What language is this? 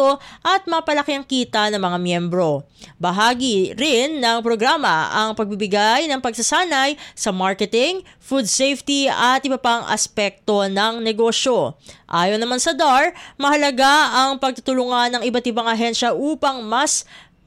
Filipino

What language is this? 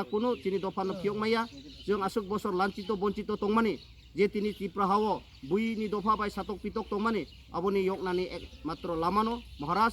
Kok Borok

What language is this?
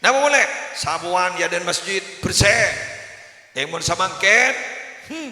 Madurese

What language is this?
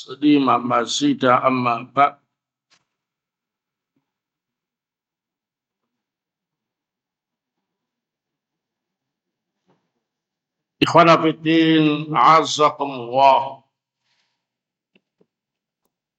Indonesian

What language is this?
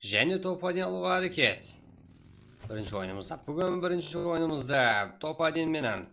Kara-Kalpak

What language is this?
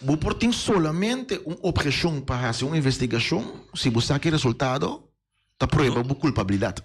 Papiamento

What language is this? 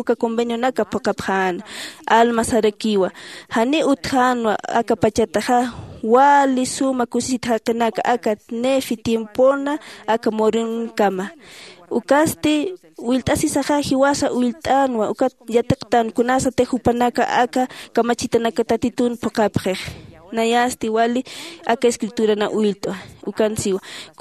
Aymara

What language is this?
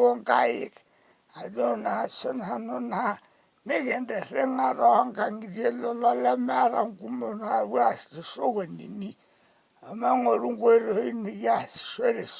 Masai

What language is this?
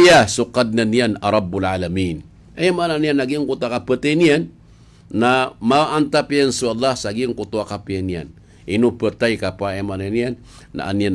Maranao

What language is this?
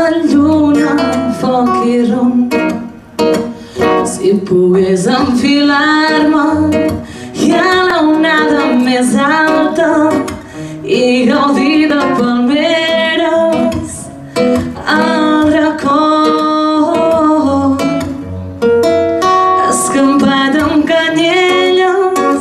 Catalan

